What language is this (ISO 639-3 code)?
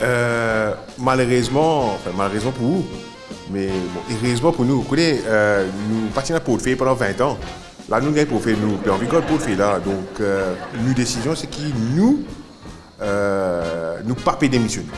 mfe